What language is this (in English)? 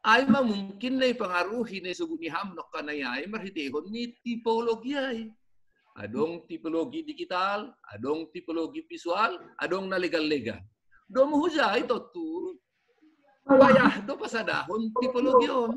Batak Simalungun